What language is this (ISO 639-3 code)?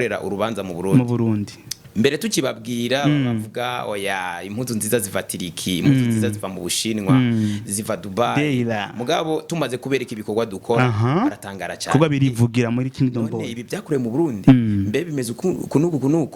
run